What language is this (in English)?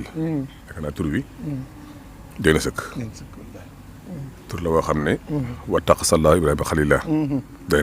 Wolof